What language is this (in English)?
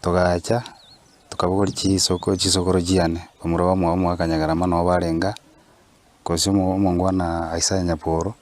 Gusii